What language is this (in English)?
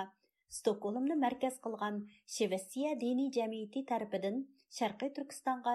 Uyghur